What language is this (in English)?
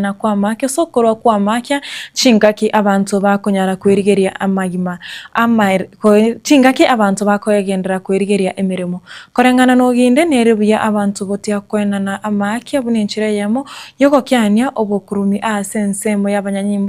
Gusii